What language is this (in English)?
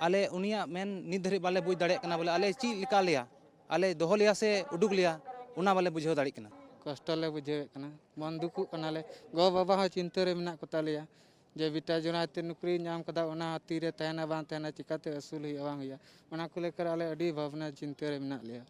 Santali